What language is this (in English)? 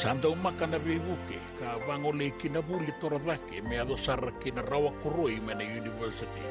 Fijian